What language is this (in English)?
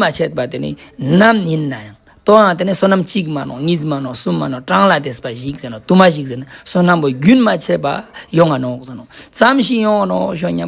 Ladakhi